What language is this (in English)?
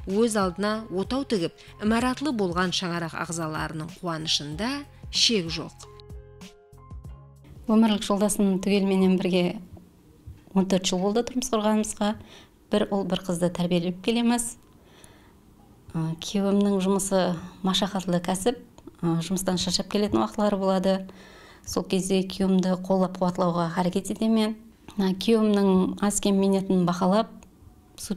Kara-Kalpak